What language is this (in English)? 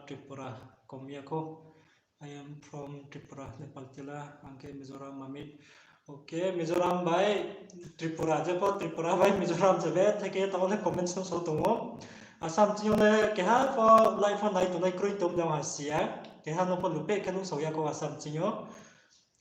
Riang (India)